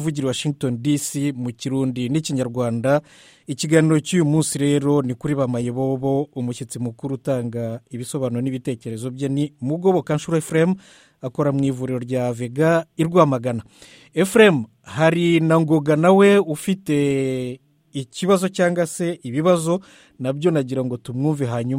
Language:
Kinyarwanda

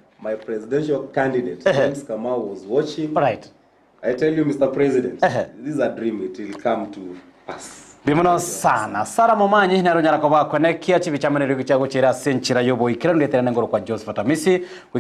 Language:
Gusii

